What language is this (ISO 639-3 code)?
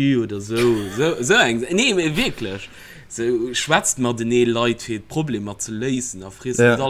ltz